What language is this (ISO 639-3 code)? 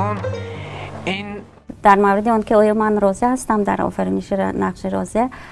tgk